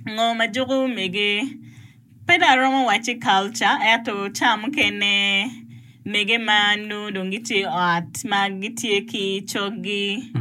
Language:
Acoli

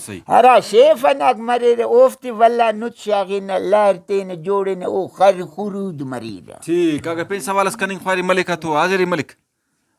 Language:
Brahui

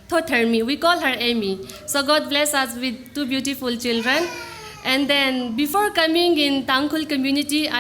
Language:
Tangkhul Naga (India)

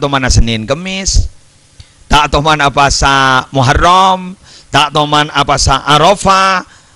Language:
Madurese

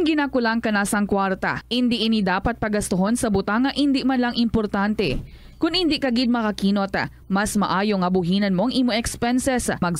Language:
Hiligaynon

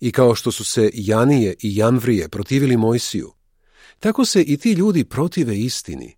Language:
Serbian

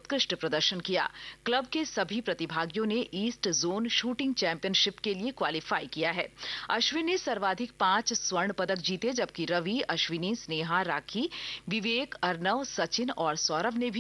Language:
Hindi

